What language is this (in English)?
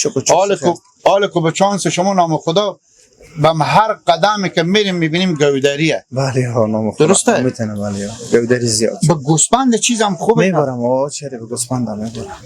Persian